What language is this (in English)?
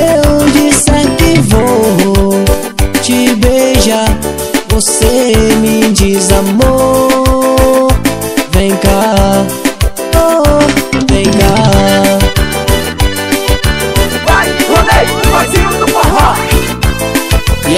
Portuguese